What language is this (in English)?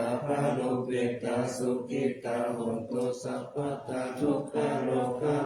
Pali